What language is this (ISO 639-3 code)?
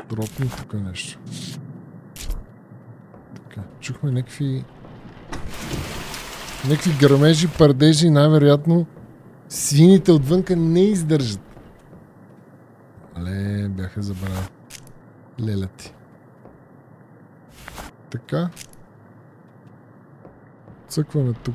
bul